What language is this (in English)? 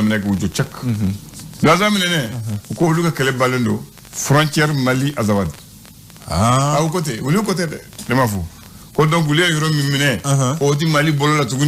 Bambara